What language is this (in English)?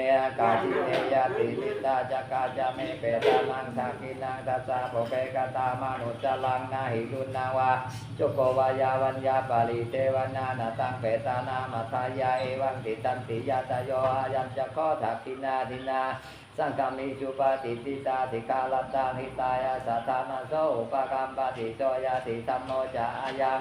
Pali